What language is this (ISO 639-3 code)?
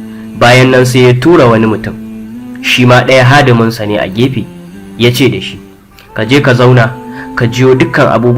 hau